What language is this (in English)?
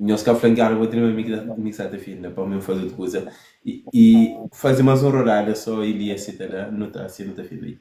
Kabuverdianu